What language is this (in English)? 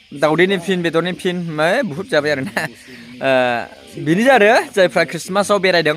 Bodo